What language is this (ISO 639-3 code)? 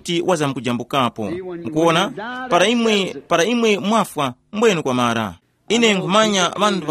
tum